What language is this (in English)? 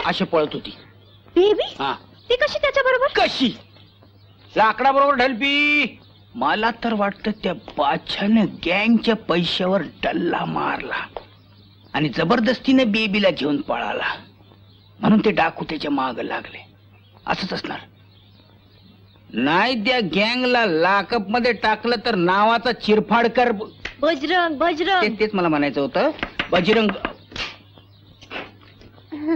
Marathi